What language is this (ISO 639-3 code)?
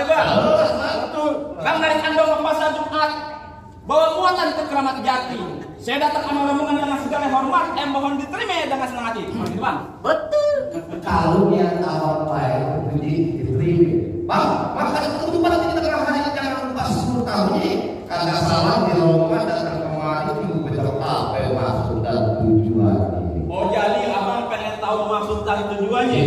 bew